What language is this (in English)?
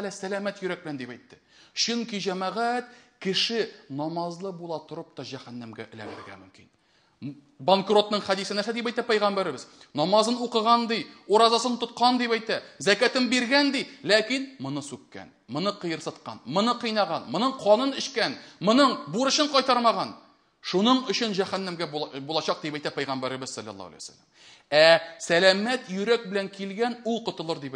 Tatar